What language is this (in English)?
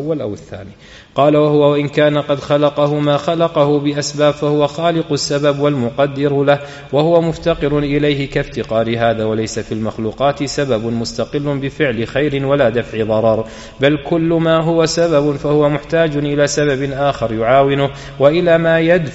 Arabic